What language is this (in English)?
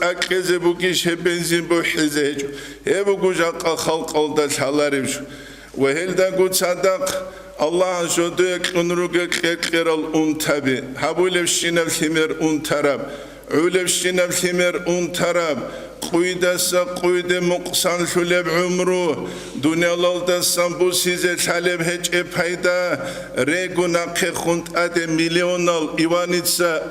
Avaric